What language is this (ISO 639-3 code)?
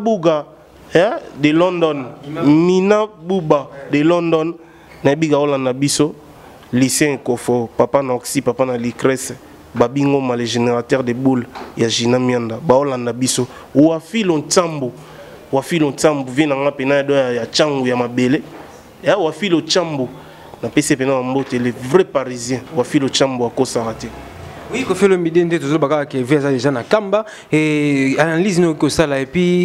lin